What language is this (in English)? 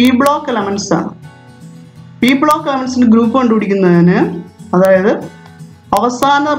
Malayalam